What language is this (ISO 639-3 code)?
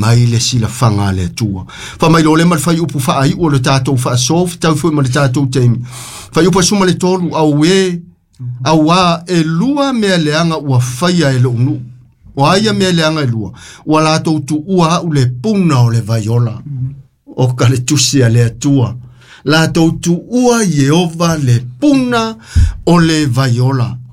smo